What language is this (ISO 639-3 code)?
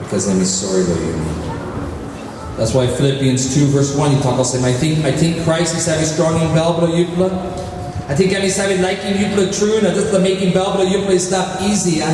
tpi